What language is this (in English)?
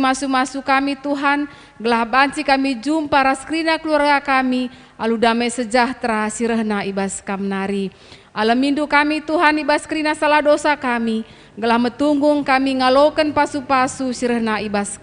Batak Karo